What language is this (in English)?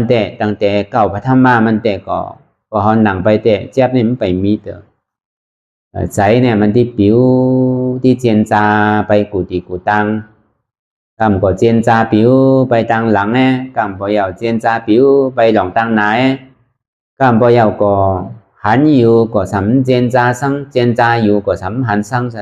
Shan